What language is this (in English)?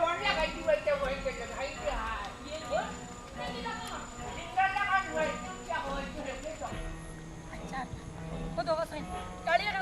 Sylheti